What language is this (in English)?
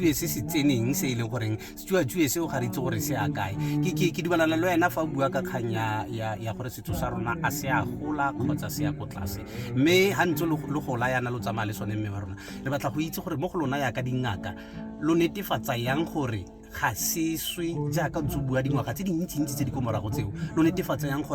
Tswana